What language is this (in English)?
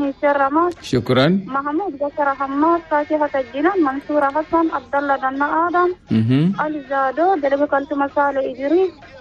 Chadian Arabic